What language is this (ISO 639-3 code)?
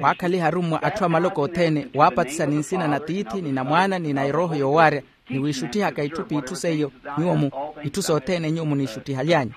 vmw